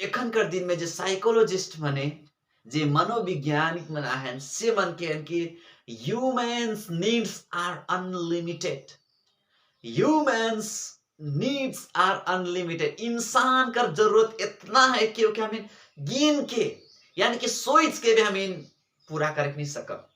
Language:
Sadri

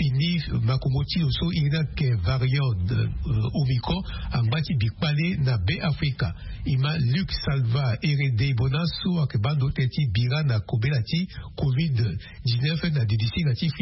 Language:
Sango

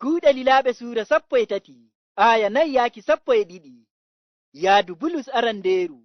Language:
Fula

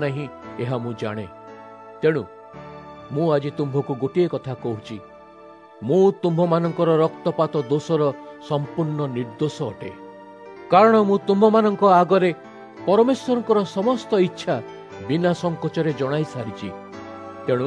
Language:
Odia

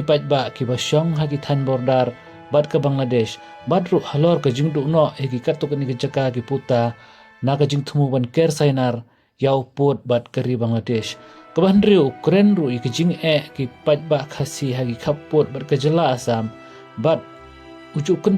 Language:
Khasi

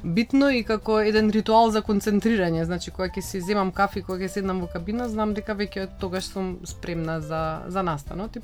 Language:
Macedonian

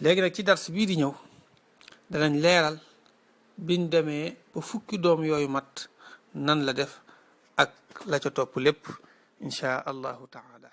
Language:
Wolof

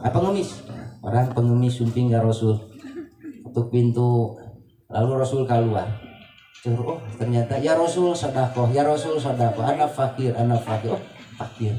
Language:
Sundanese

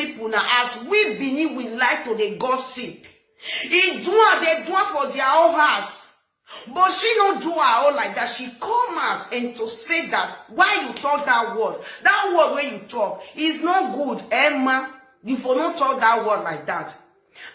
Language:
Nigerian Pidgin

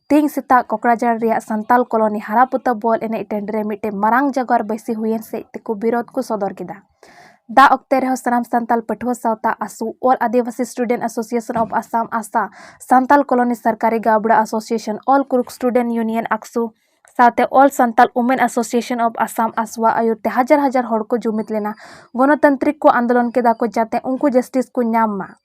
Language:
Santali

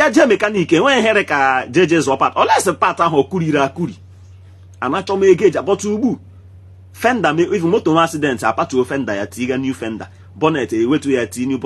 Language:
Igbo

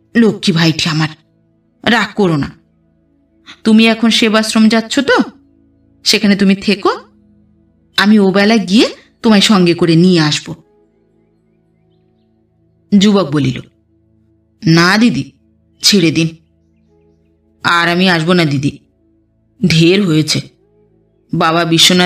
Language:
Bangla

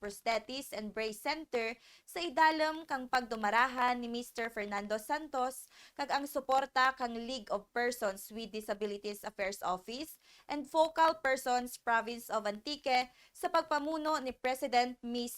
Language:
Kinaray-a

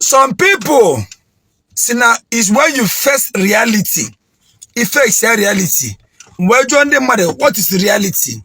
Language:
Igbo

